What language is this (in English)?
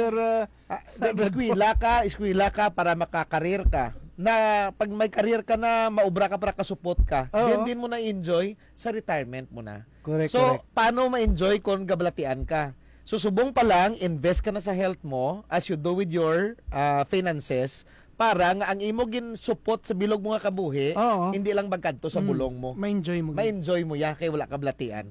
Hiligaynon